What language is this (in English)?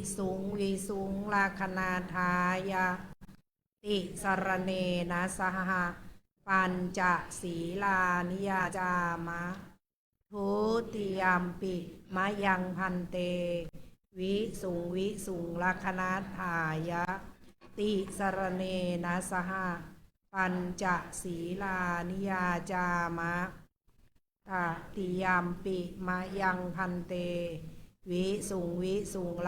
Pali